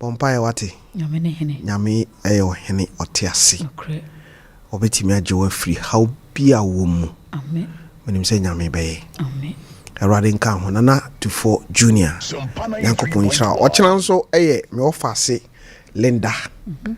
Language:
Akan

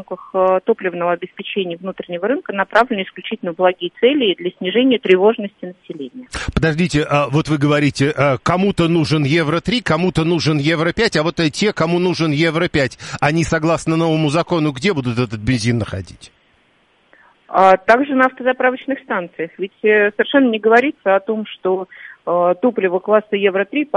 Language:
Russian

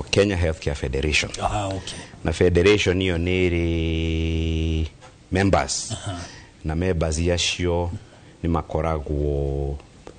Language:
Kikuyu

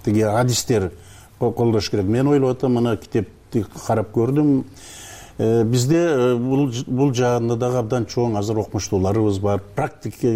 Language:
Kyrgyz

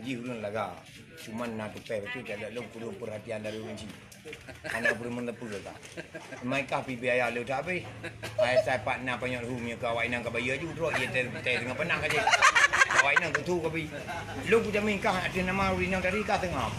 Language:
Achinese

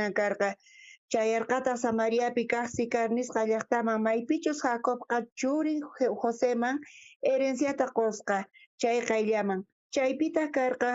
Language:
South Bolivian Quechua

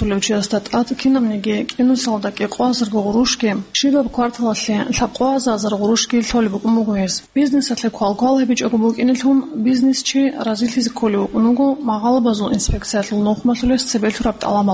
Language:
Avaric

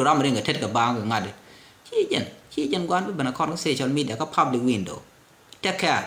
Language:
Nuer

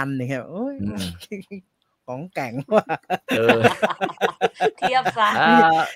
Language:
Thai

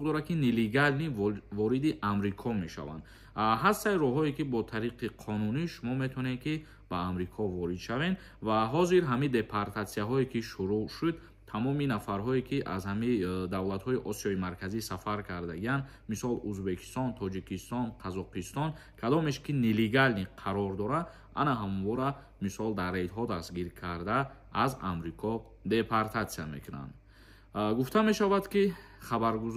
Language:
Tajik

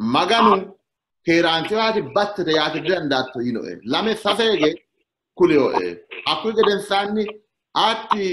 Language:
Sidamo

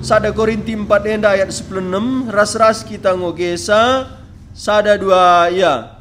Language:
Batak Karo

